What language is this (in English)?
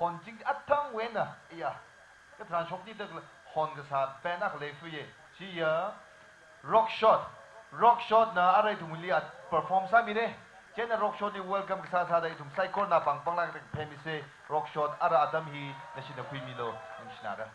Tangkhul Naga (India)